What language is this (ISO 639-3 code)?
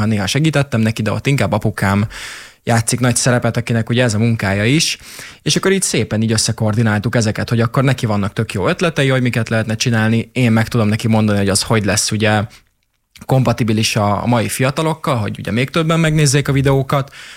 hun